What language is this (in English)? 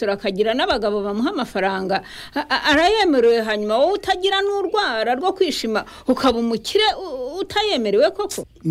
Kinyarwanda